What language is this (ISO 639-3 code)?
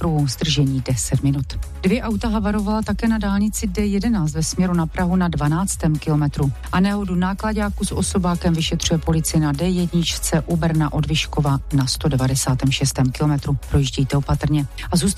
ces